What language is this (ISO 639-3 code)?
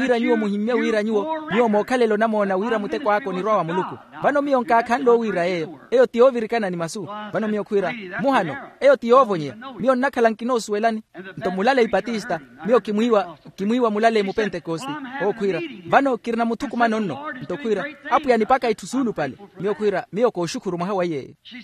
vmw